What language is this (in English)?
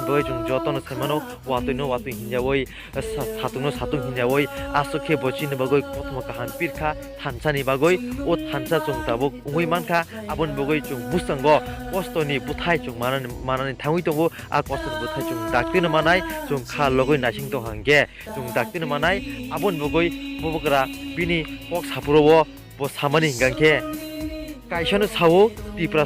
Kok Borok